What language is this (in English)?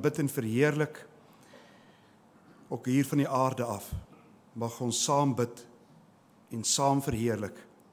Afrikaans